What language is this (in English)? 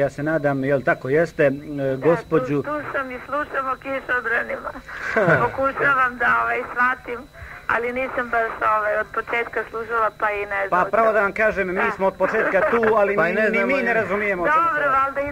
Bosnian